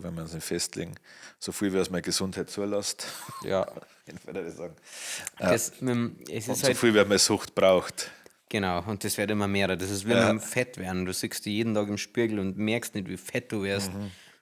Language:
Bavarian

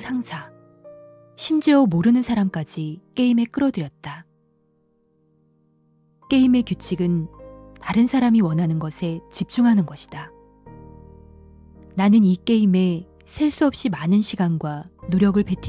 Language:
Korean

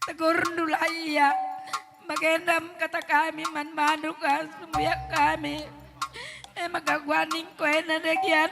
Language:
Batak Karo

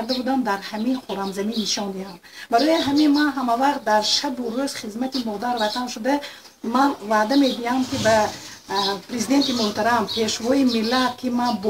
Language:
Tajik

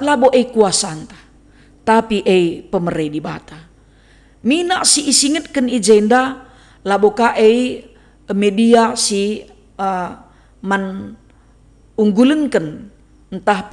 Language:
Batak Karo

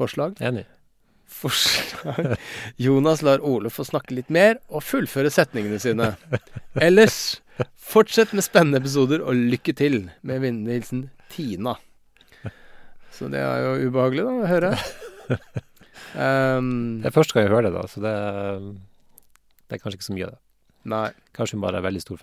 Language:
Norwegian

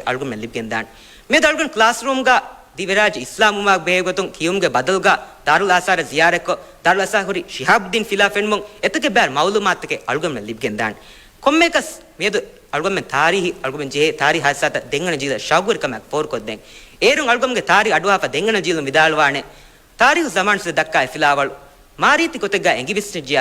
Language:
Divehi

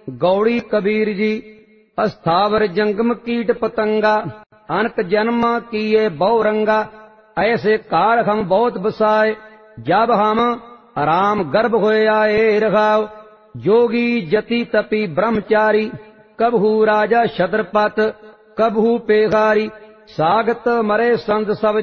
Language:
Punjabi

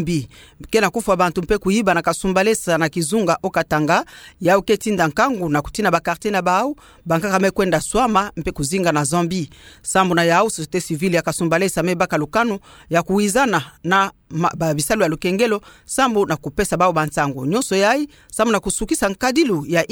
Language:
Kituba (Democratic Republic of Congo)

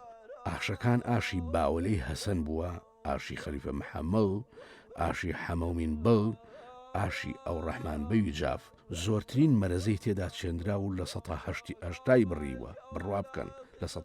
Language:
Central Kurdish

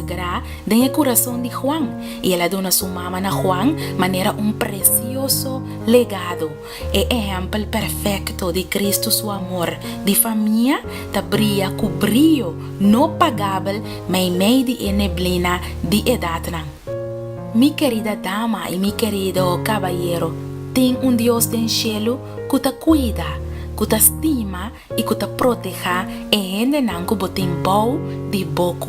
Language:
Papiamento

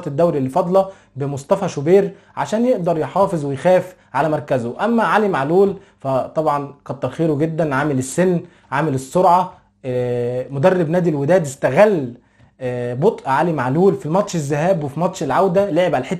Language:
Egyptian Arabic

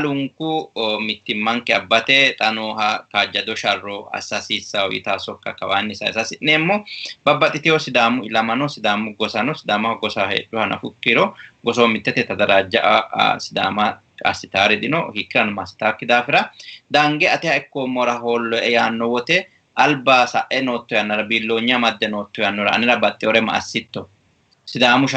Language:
Sidamo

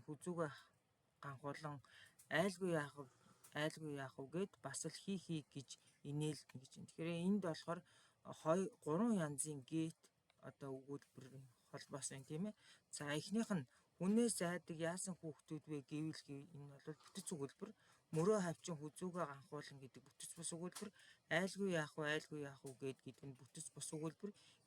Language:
Mongolian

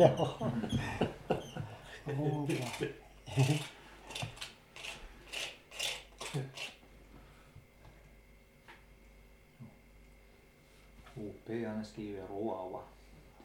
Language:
Swedish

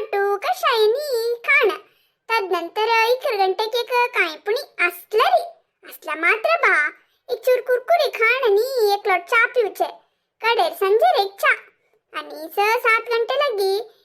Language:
Konkani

